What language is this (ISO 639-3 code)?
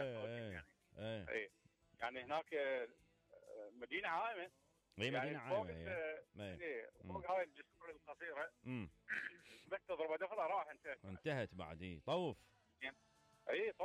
acm